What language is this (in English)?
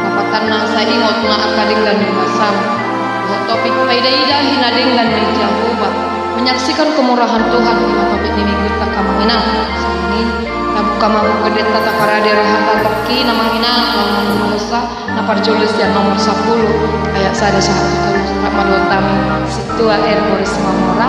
Batak Toba